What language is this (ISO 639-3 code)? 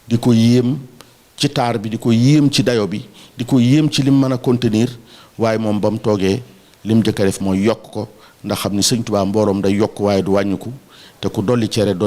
wol